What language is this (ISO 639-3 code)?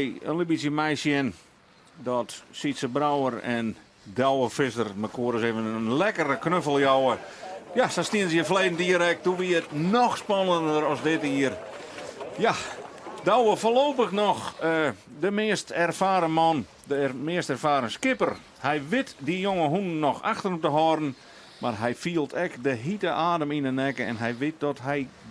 fry